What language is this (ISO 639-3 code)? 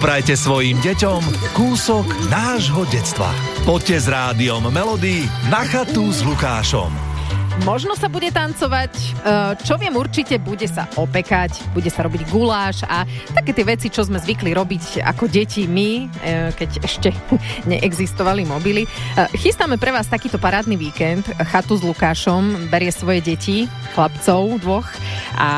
slk